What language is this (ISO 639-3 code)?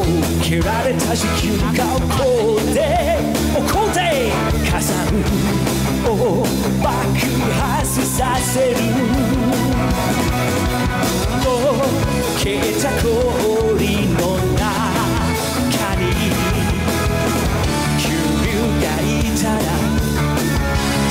jpn